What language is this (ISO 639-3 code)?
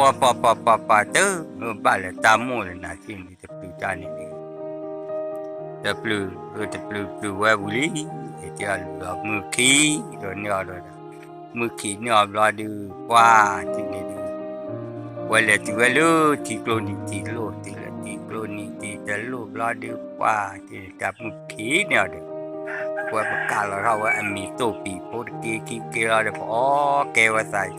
ksw